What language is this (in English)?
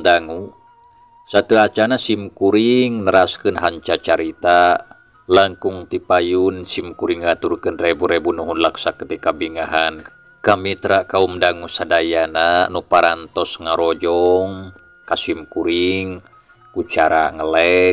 Sundanese